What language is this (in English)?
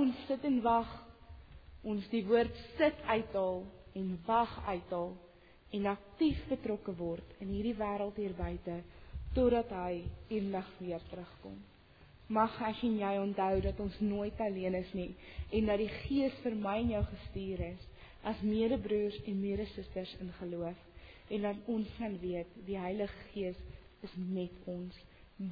Afrikaans